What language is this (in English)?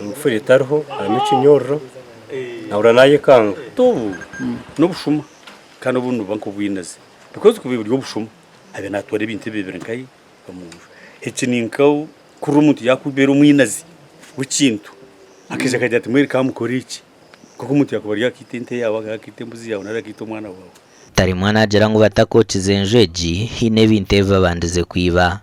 Nyankole